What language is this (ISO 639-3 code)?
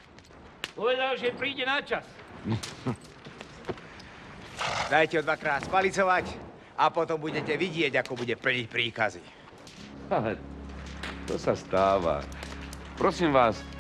slk